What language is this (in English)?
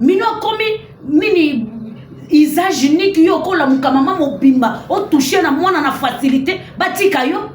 Lingala